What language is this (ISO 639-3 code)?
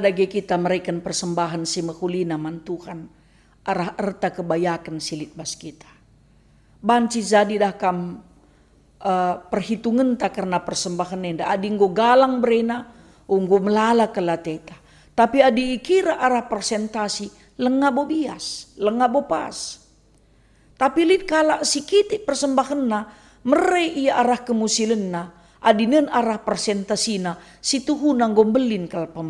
btx